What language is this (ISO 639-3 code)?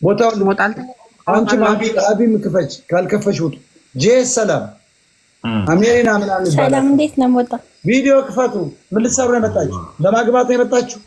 amh